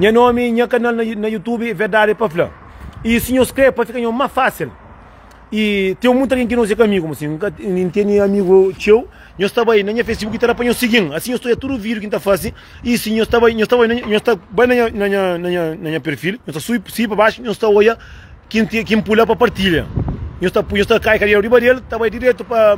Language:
Kabuverdianu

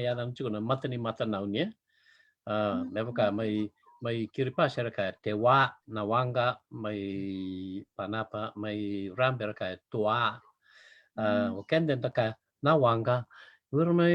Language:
Fijian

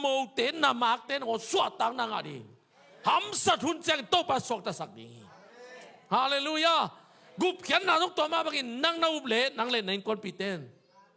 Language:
Tedim Chin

